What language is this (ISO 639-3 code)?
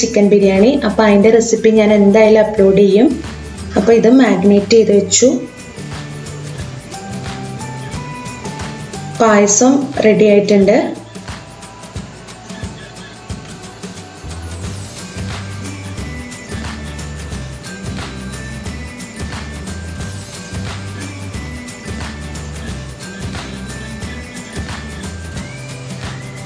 mal